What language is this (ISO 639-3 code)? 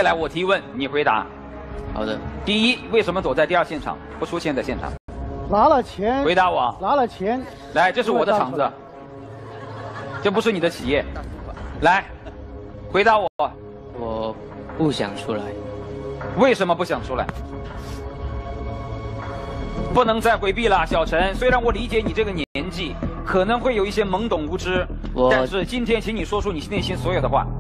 zho